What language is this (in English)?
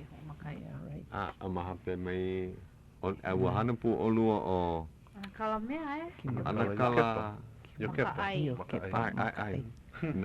Hawaiian